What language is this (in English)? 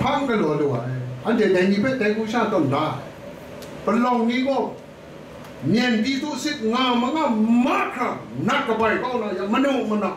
Kachin